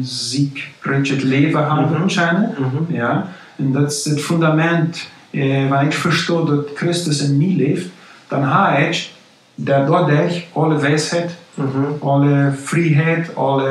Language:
Plautdietsch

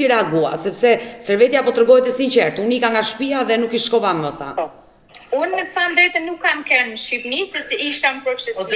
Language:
Albanian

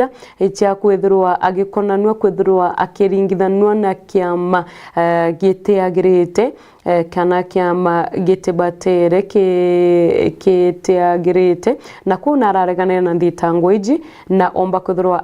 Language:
Meru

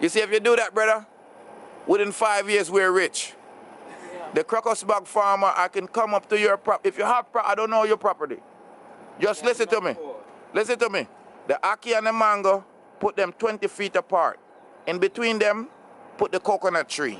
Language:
Jamaican Creole English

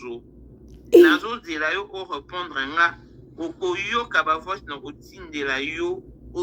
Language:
Lingala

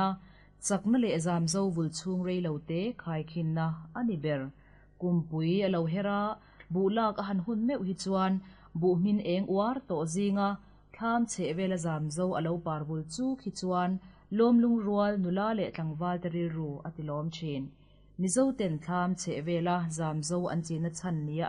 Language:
Mizo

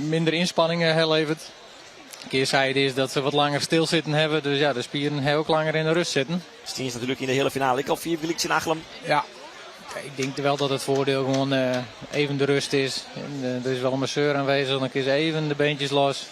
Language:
Western Frisian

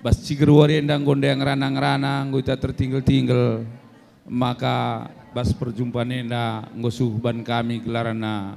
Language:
Batak Karo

